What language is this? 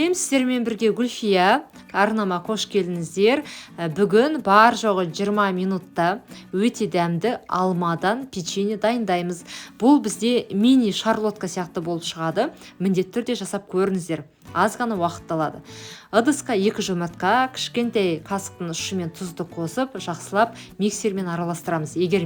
Kazakh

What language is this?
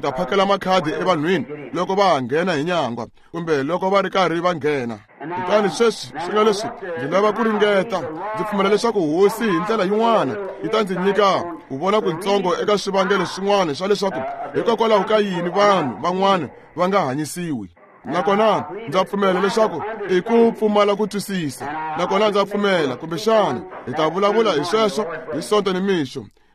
Tsonga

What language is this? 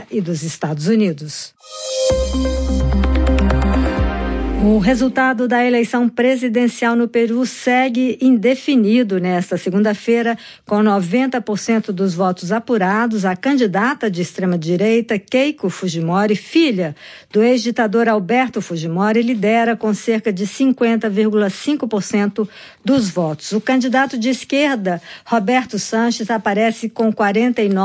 Portuguese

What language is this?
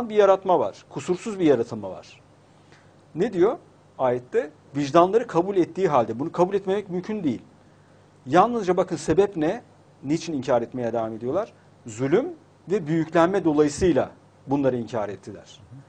Turkish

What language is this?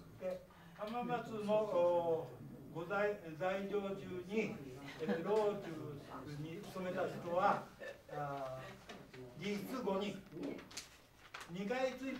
Japanese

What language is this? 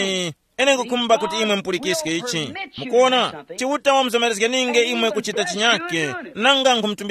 Tumbuka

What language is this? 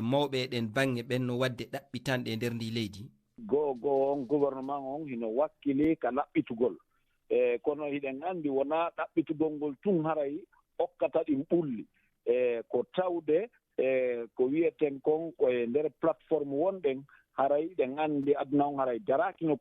Fula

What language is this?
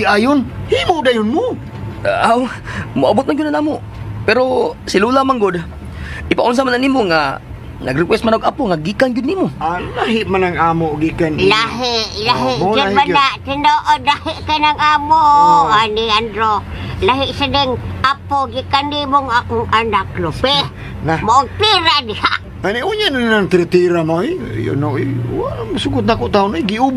Cebuano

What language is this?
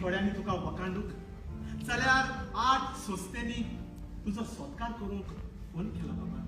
Konkani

